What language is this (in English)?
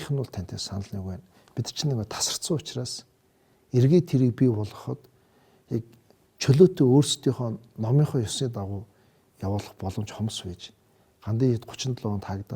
Mongolian